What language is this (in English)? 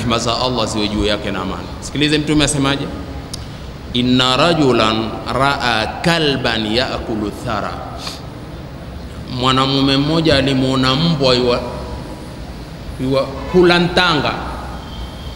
Swahili